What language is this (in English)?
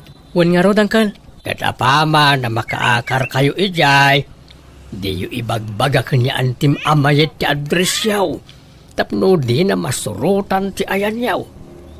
Iloko